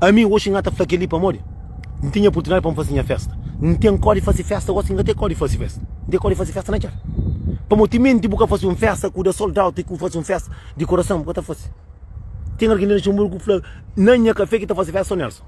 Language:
Kabuverdianu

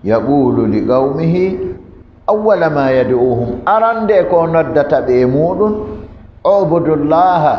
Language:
Fula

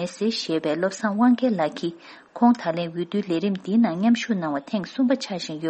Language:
Tibetan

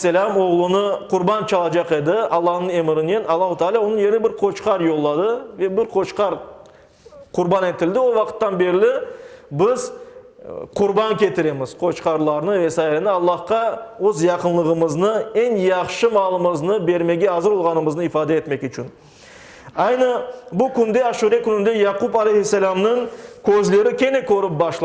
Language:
Crimean Tatar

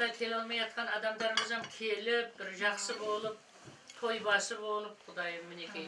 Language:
Kara-Kalpak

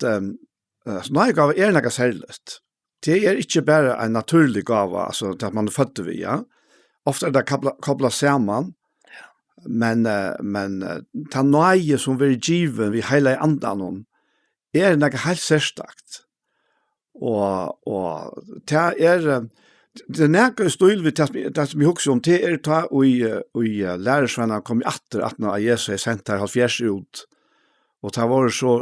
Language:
Faroese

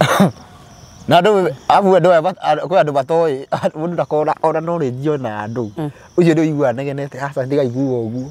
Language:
Kikuyu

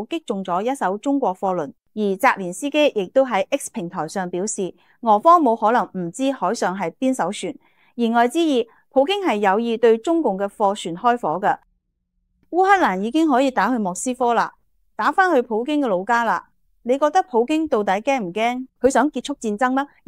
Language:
Cantonese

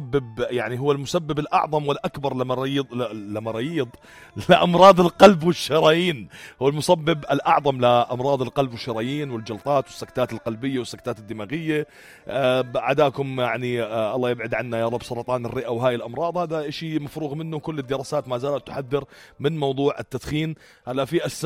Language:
North Levantine Arabic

